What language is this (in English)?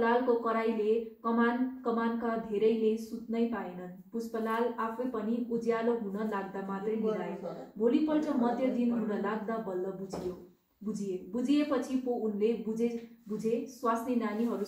Nepali